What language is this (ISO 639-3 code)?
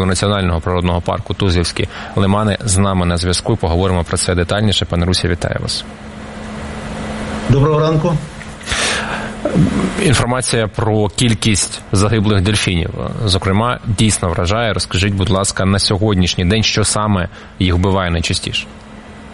ukr